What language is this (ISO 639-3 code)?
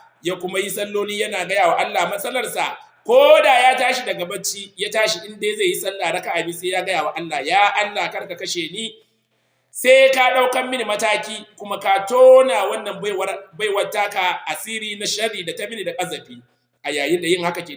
hau